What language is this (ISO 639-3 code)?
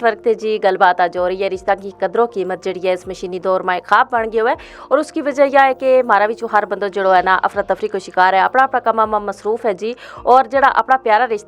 gju